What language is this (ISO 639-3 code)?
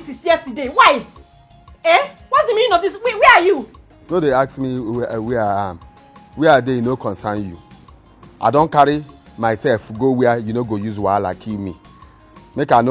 pcm